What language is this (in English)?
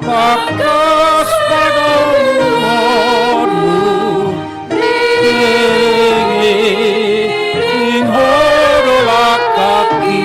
Batak Toba